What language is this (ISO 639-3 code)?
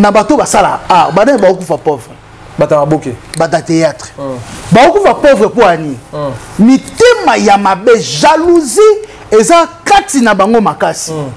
lin